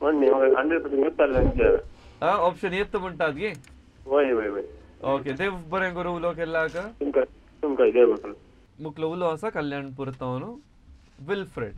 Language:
Konkani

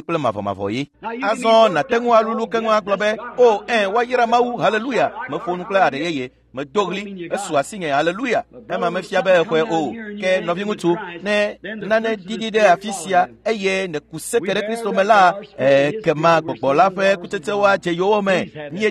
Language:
Ewe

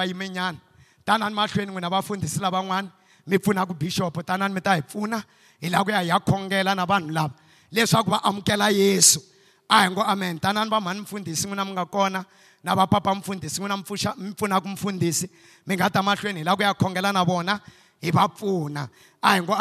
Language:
Tsonga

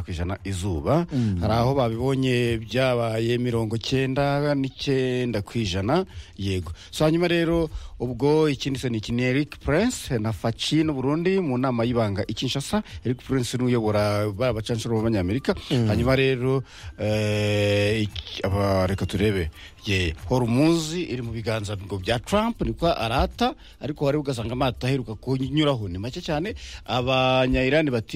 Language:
Kinyarwanda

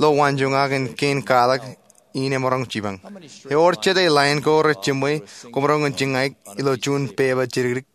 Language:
Marshallese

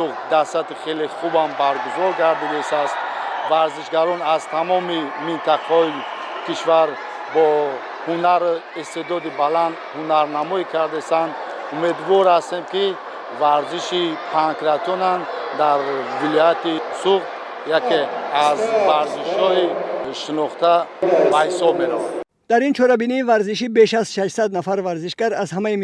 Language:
Tajik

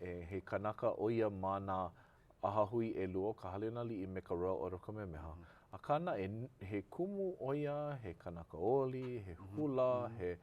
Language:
Hawaiian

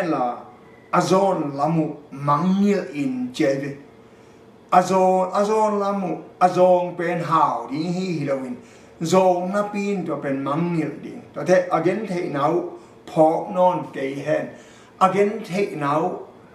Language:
Tedim Chin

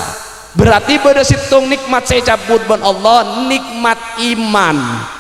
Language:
Madurese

